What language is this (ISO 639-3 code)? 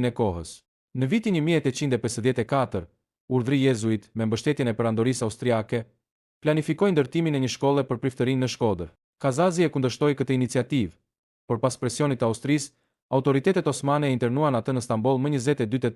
sqi